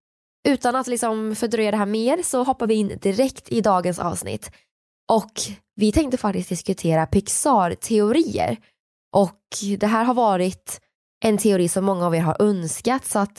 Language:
Swedish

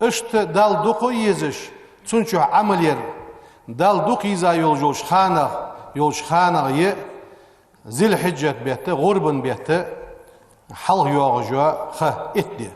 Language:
Ingush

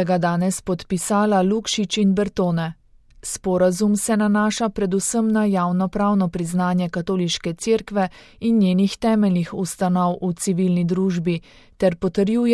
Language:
Slovenian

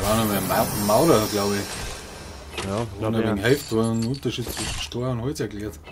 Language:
Bavarian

